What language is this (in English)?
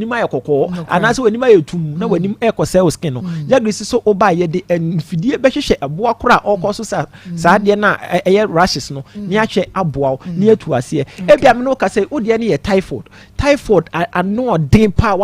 Akan